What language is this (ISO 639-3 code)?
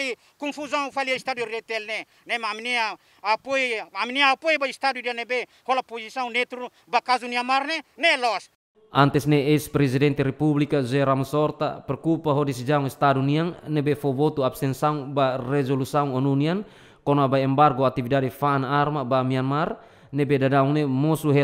tet